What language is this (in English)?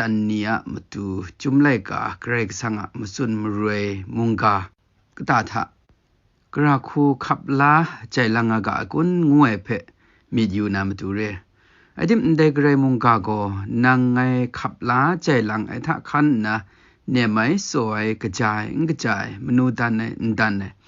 Kachin